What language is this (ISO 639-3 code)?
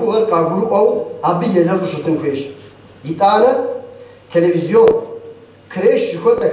kbd